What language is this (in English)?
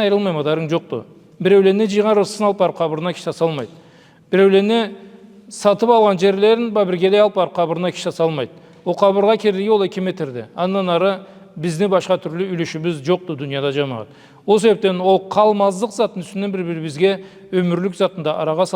Karachay-Balkar